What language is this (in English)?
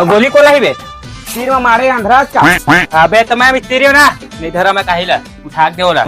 Chhattisgarhi